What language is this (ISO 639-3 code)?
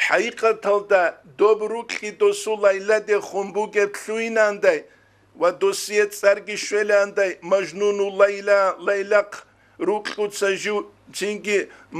ava